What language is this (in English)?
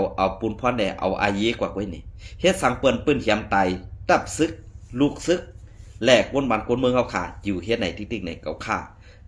Shan